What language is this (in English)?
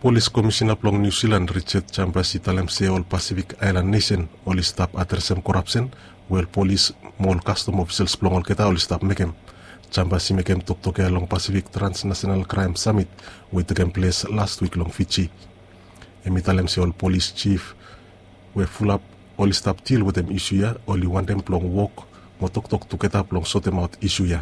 Bislama